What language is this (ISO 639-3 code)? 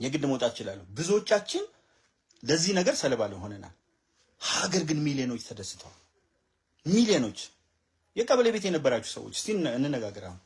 amh